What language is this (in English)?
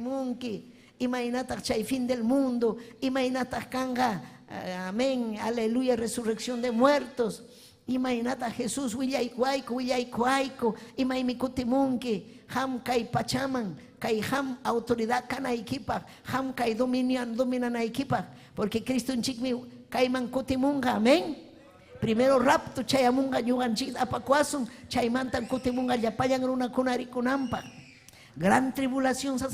Ayacucho Quechua